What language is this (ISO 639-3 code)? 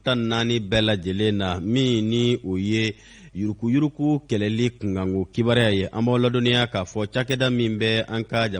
bam